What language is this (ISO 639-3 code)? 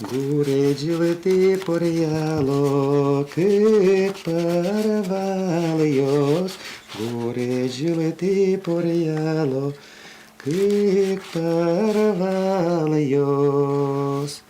udm